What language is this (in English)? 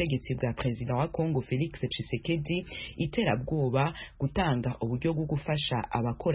Kinyarwanda